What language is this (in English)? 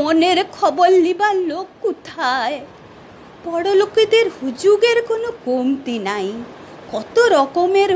Bangla